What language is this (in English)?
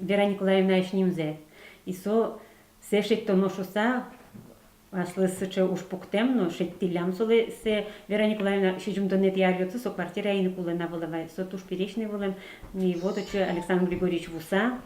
Udmurt